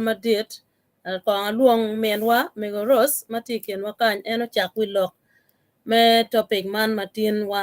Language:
Acoli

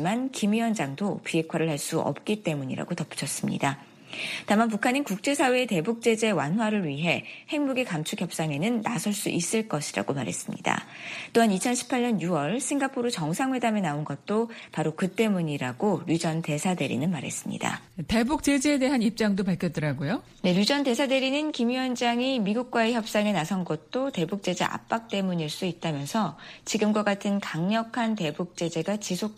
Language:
Korean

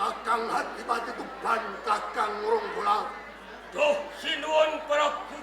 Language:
Javanese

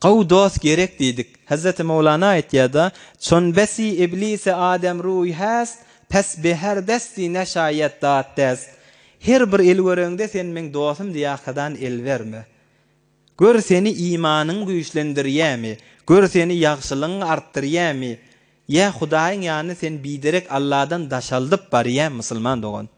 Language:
Turkmen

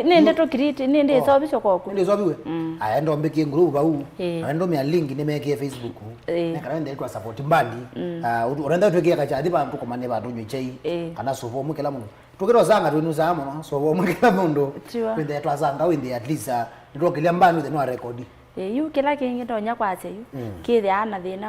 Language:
Kamba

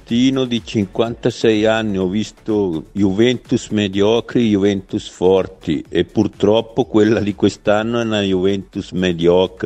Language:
Italian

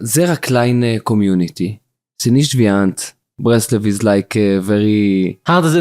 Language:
Yiddish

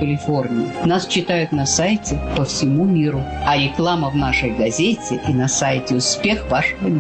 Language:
Russian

